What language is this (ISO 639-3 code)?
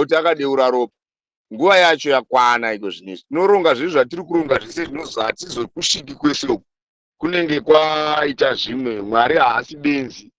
sna